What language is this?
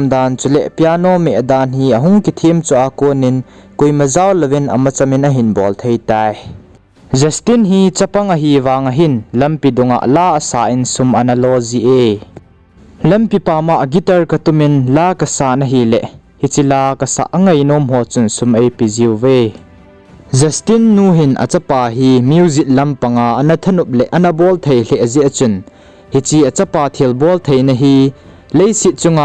Thado Chin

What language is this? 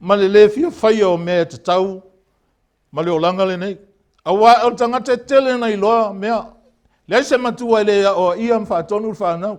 Samoan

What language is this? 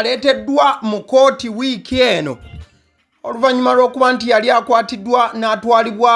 Ganda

